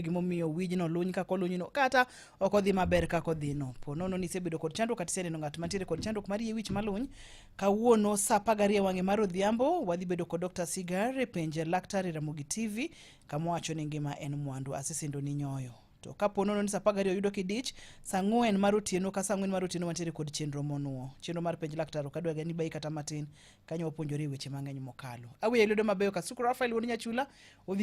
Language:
Luo (Kenya and Tanzania)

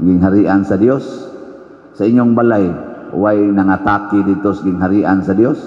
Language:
Cebuano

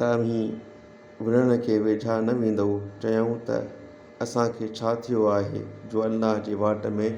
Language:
Sindhi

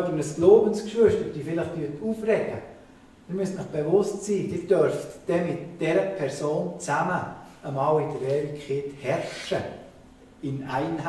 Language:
Swiss German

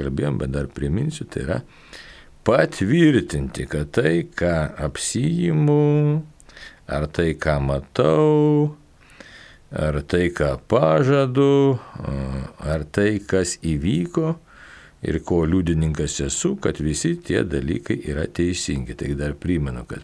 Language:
Lithuanian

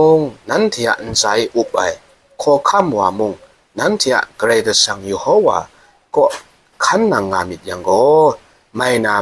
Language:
Kachin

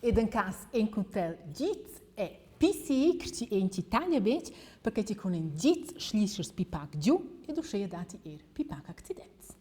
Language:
Romansh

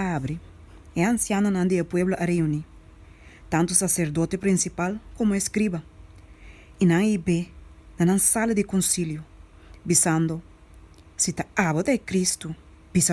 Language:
Papiamento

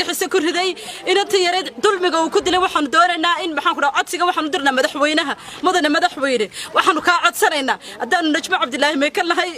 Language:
Somali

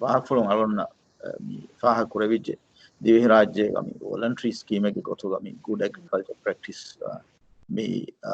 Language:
Divehi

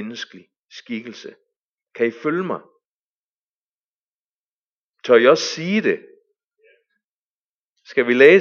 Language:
Danish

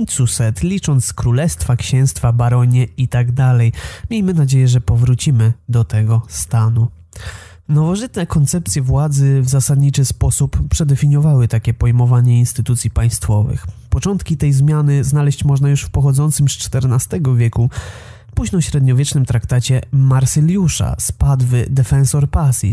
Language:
Polish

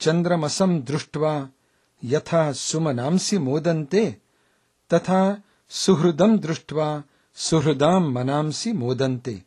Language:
Sanskrit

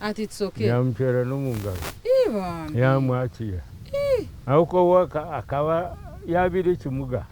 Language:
Nyankole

